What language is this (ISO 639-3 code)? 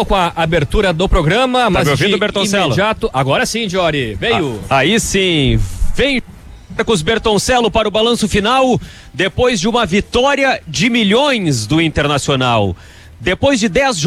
por